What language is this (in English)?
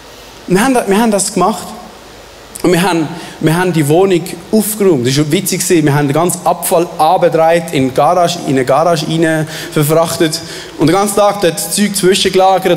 Swiss German